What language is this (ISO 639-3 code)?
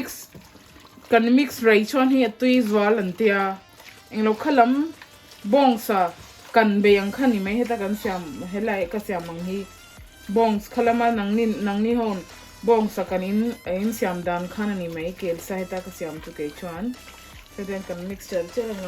lus